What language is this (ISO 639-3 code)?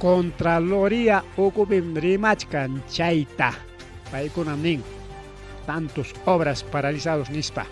quy